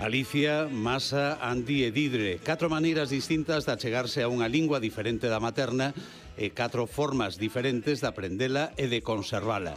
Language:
Galician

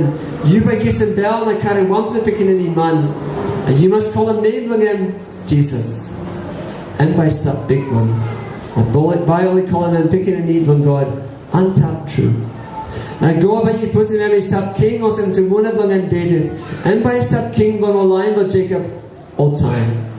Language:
Tok Pisin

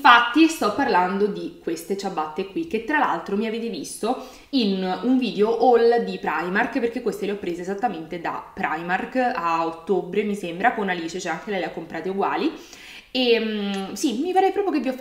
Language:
Italian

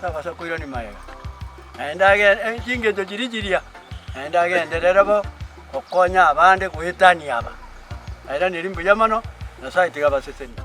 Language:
Gusii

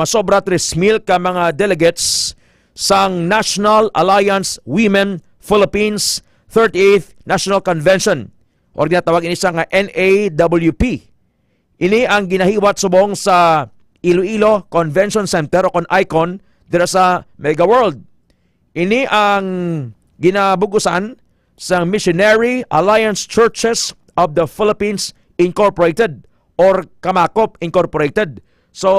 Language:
Hiligaynon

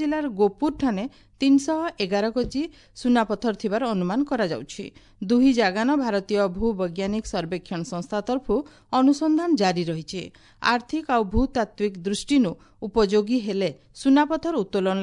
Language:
Odia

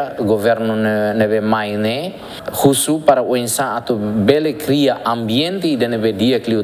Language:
Tetum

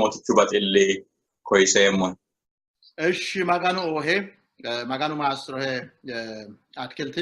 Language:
Sidamo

